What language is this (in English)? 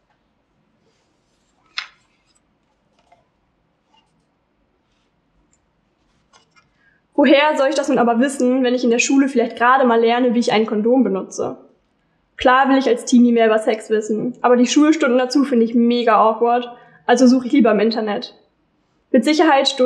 German